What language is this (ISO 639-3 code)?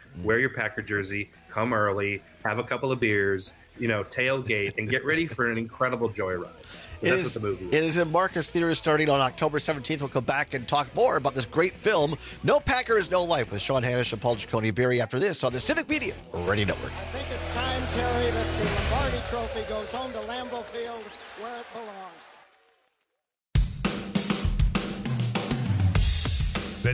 eng